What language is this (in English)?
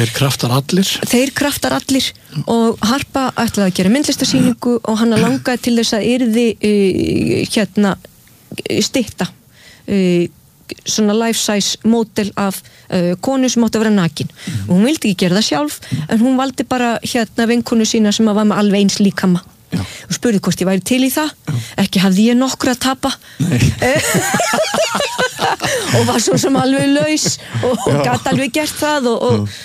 Icelandic